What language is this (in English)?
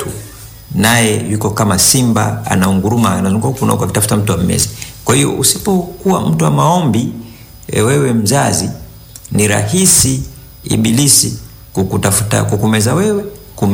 Swahili